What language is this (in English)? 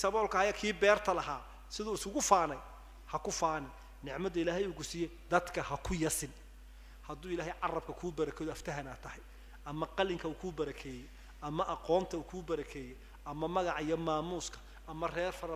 Somali